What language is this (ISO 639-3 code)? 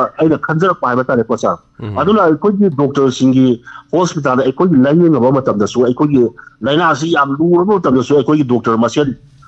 mni